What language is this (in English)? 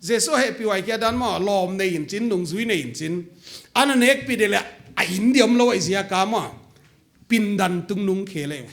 Paite Chin